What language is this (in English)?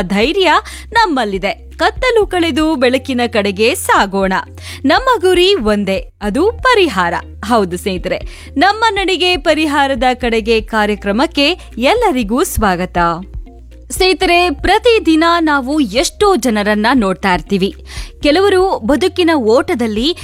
Kannada